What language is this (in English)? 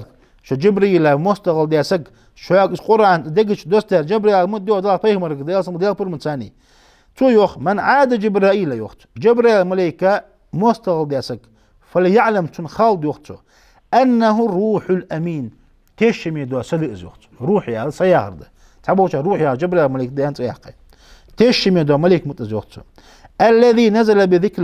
Ingush